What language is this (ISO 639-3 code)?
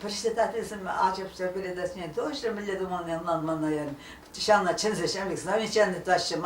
chv